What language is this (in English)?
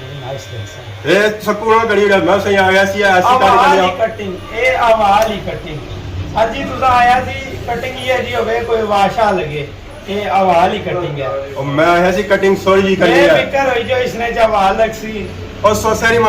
Pahari-Potwari